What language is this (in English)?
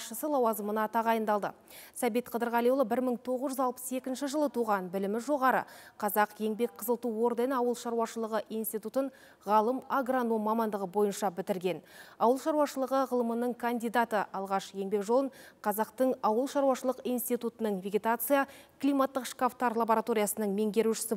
Kazakh